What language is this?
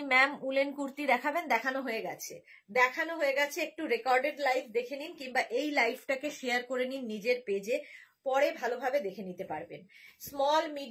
Bangla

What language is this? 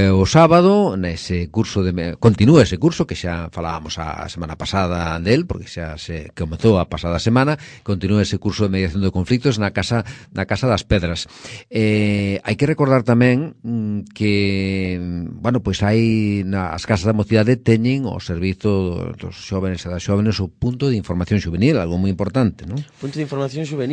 Galician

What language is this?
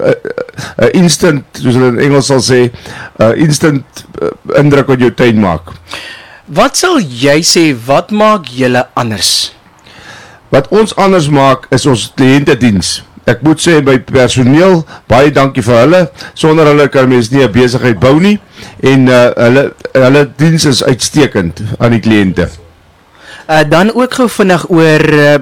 Afrikaans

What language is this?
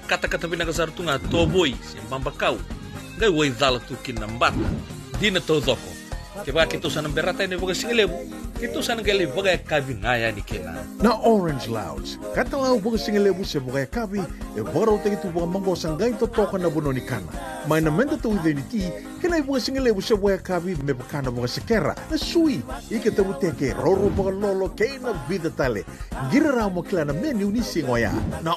Fijian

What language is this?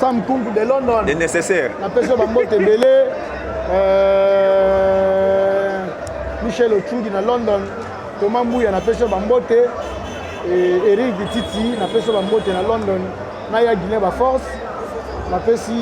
Lingala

